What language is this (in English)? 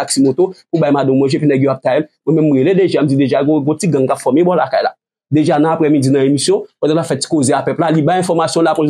Haitian Creole